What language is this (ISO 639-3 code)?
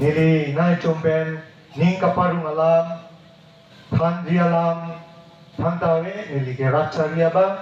mjw